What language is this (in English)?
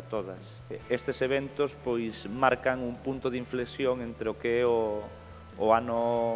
Galician